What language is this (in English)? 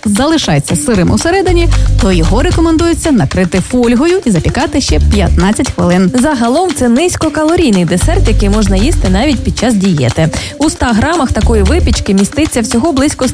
Ukrainian